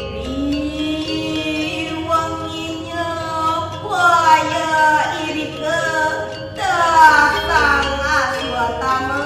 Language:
Balinese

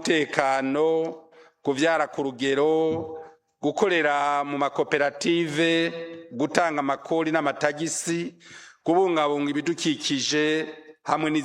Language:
Rundi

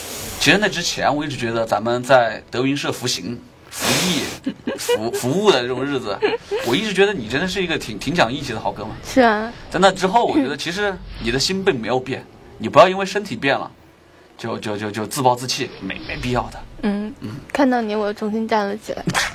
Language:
Chinese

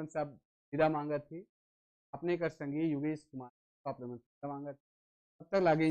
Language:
Sadri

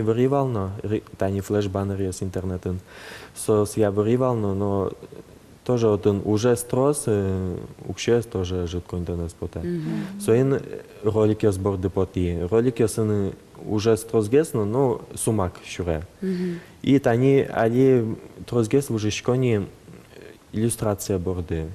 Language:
Udmurt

